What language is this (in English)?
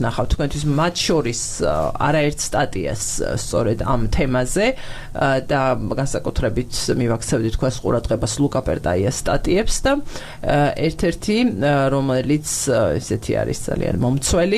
Georgian